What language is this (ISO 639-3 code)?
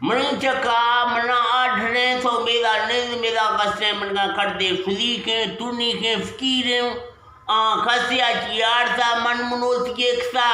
bgp